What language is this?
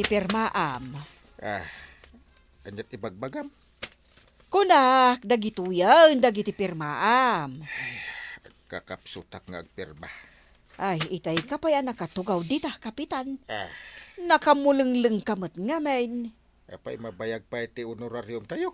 Iloko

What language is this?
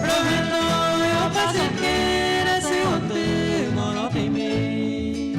Guarani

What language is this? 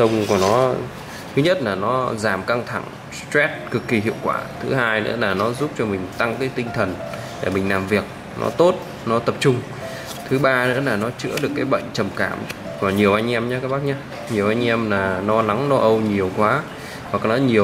Vietnamese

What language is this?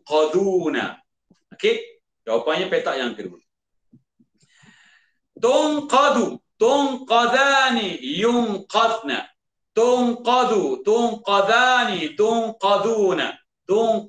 Malay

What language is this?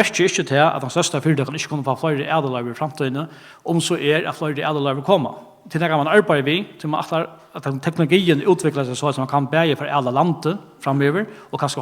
Faroese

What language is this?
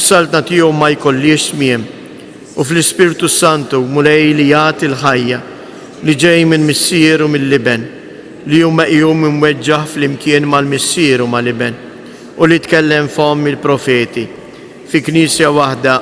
Maltese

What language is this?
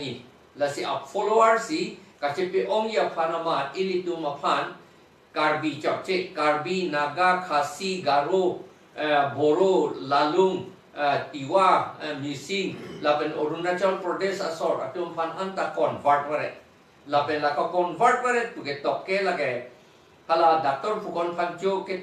Karbi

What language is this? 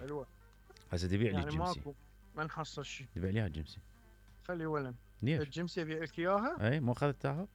Mesopotamian Arabic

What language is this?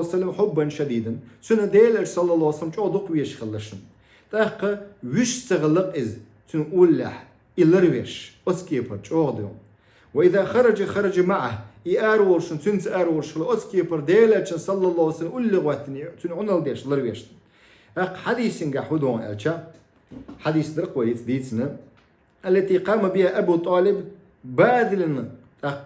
Chechen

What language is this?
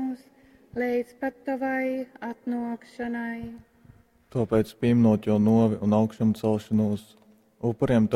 Latgalian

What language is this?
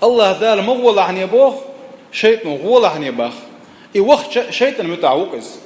Chechen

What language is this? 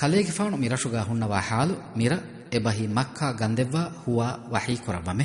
Divehi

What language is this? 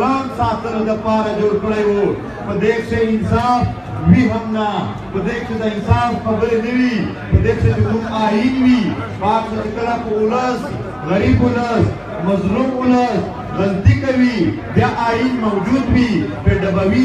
Pashto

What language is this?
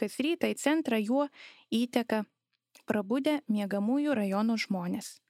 Lithuanian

